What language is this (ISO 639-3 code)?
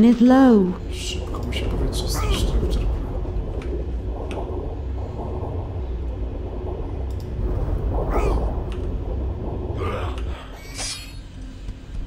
pol